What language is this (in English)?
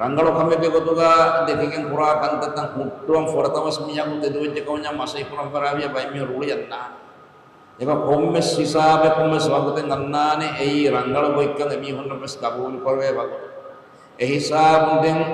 Divehi